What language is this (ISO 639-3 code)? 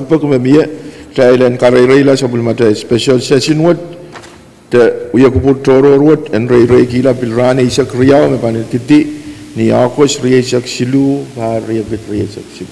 pon